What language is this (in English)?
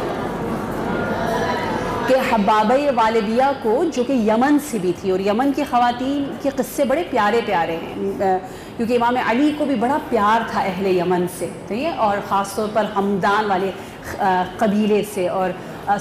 Urdu